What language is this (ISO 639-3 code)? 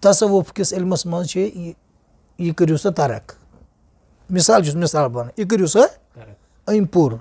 kas